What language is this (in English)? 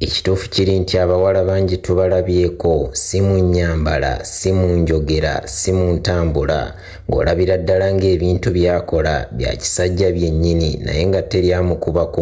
Ganda